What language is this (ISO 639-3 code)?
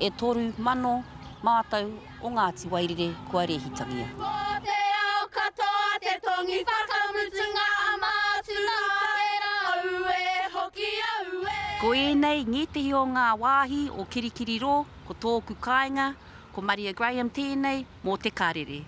mri